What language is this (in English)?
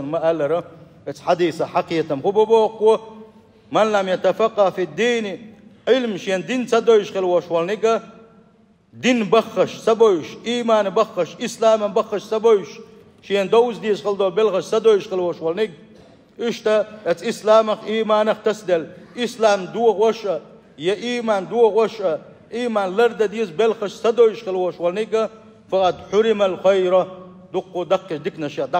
Chechen